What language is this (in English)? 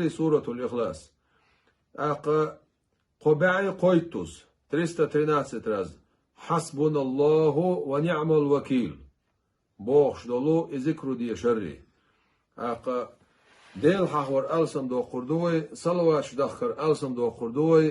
Chechen